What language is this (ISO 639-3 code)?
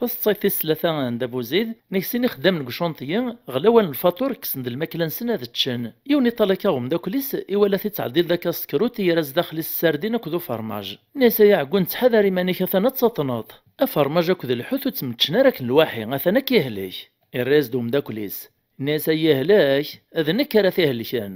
kab